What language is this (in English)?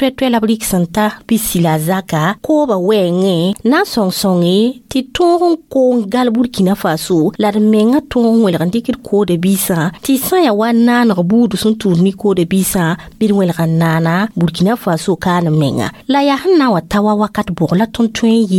Mossi